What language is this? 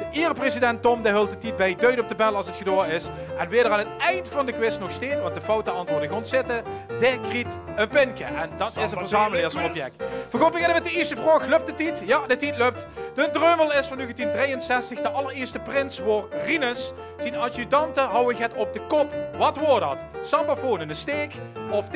Limburgish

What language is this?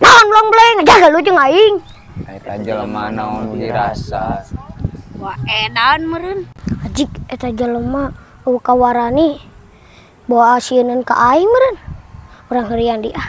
Sundanese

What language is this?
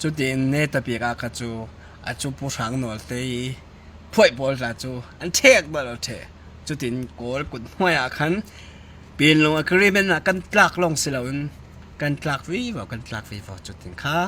Hakha Chin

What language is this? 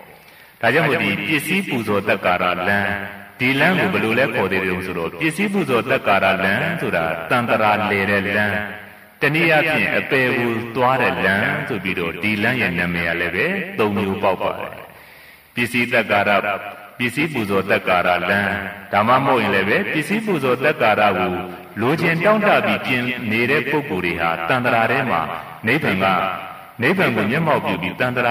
Burmese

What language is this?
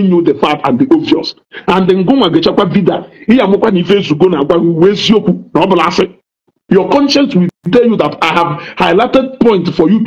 Igbo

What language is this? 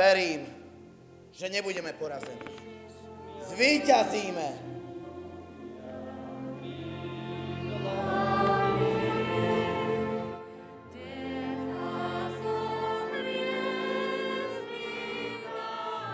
Slovak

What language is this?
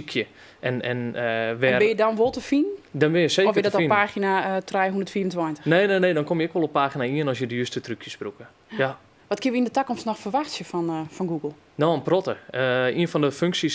Western Frisian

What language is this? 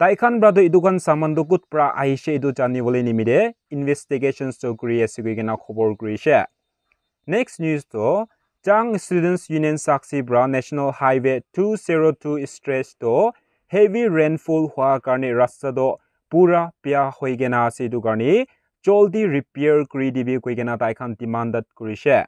Naga Pidgin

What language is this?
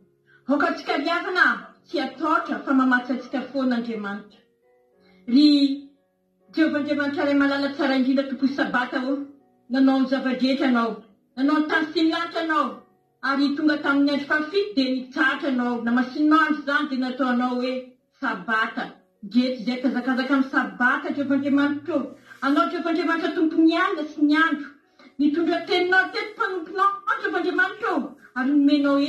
Malagasy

